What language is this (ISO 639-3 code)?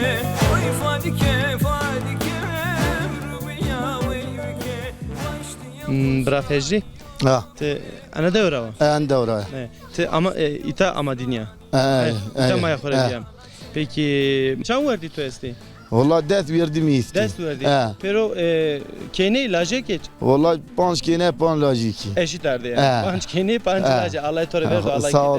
zza